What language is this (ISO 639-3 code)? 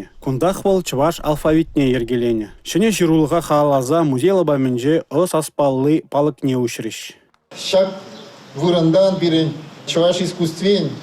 chv